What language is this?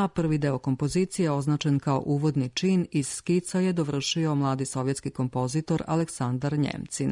Serbian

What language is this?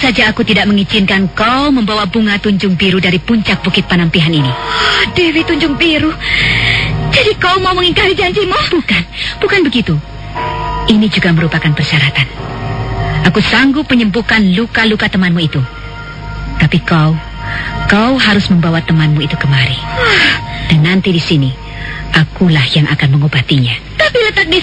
Indonesian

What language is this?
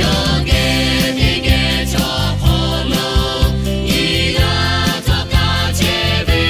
Lahu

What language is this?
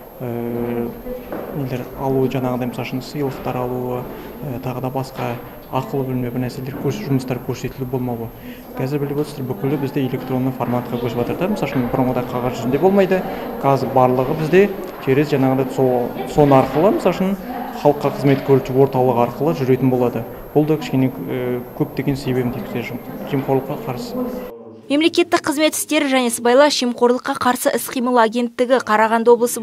Kazakh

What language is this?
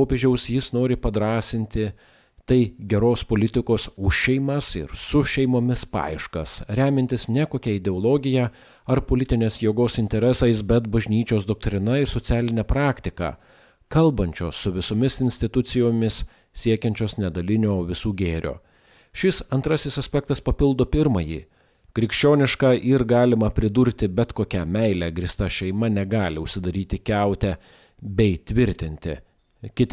Lithuanian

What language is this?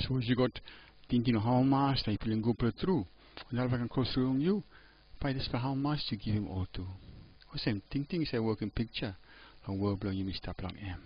Tok Pisin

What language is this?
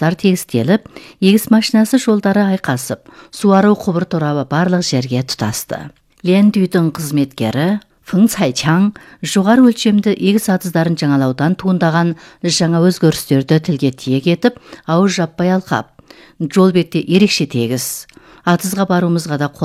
Kazakh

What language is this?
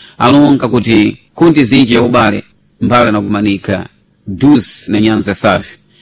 Sena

